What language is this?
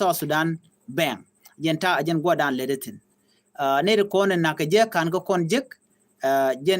Nuer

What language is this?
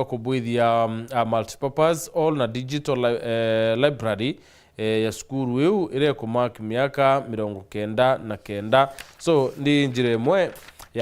Meru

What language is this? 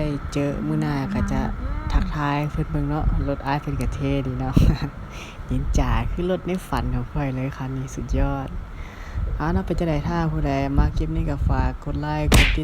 Lao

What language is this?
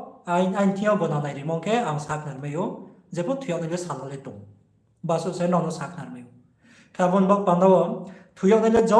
Riang (India)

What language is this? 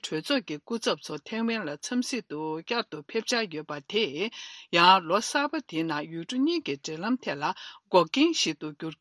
Tibetan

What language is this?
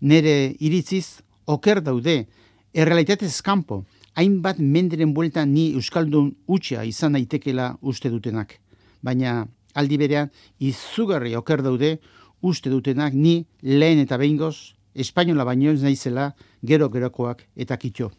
Basque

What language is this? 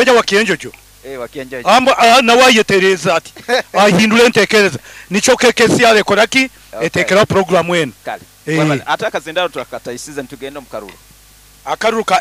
Nyoro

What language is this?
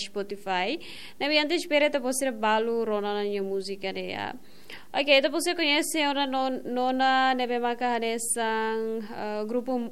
Tetum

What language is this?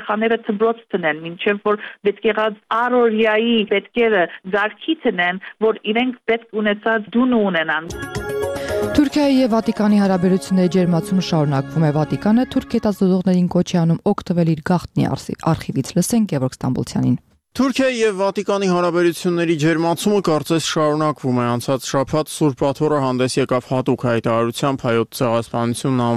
Armenian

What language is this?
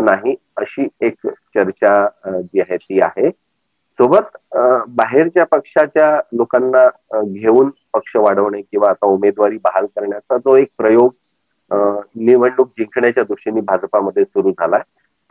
Marathi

